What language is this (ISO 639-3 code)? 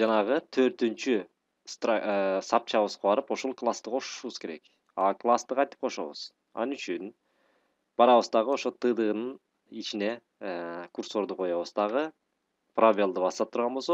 kir